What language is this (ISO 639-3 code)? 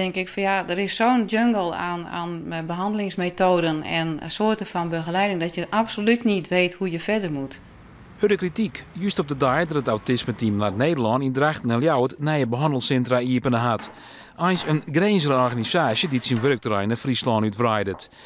fry